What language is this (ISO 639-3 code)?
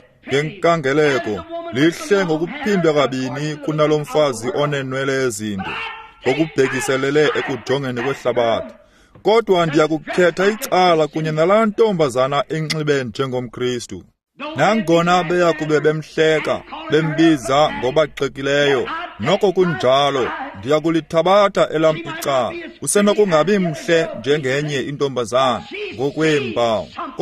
xho